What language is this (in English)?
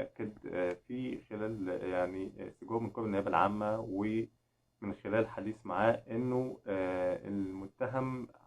Egyptian Arabic